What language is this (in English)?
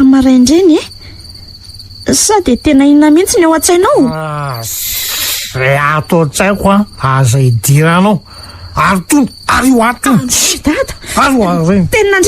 Malagasy